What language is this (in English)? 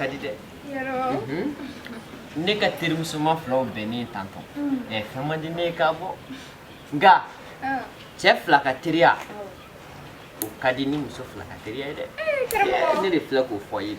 Bambara